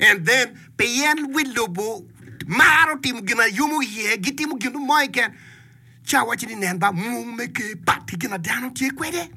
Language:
Acoli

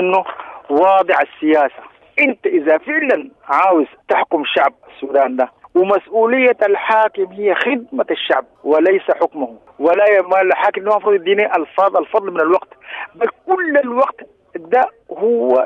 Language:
Sudanese Arabic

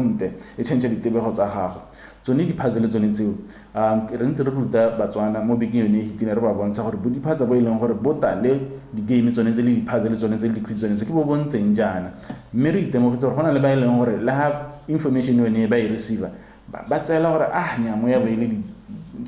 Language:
Tswana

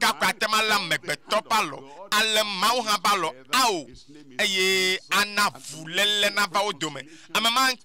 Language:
Ewe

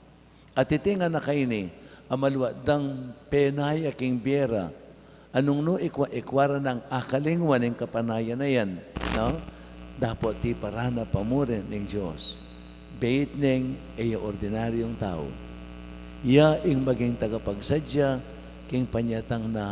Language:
Pampanga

